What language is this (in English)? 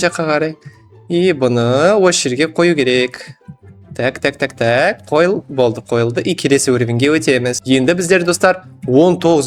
Kazakh